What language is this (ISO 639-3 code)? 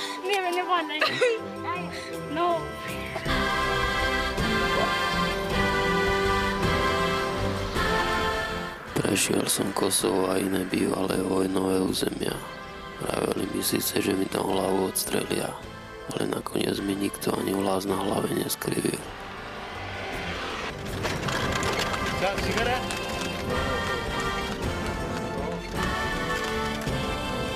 slk